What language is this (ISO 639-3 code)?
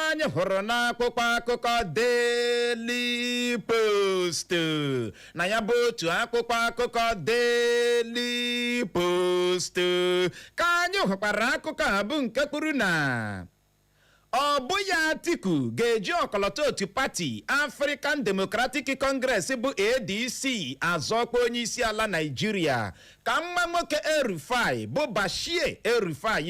ibo